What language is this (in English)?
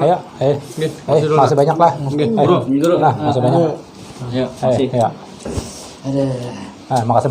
Banjar